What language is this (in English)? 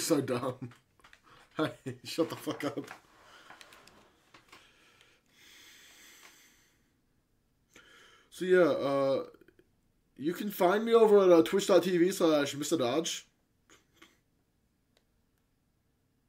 English